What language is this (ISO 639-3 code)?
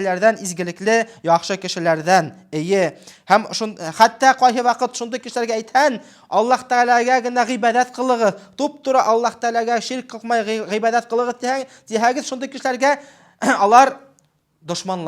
bak